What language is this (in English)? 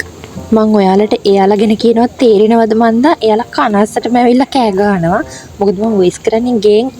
Sinhala